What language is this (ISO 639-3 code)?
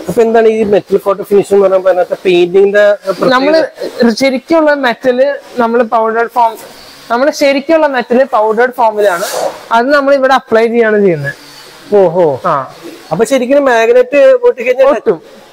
mal